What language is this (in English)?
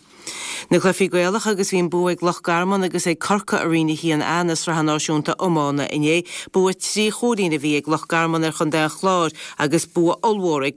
Irish